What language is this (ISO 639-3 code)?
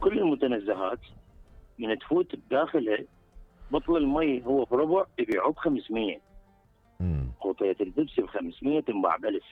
acm